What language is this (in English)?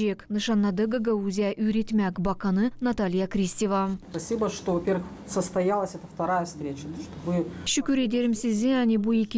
Gagauz